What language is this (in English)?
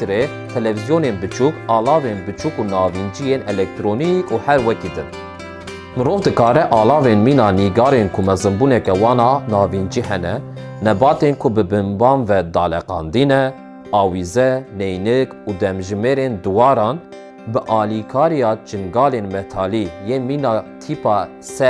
Kurdish